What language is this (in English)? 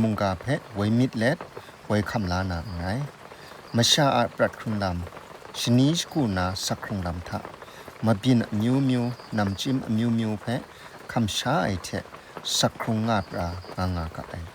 Kachin